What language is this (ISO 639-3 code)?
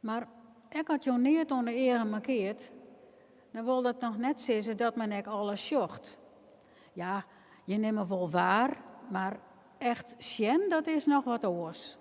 fry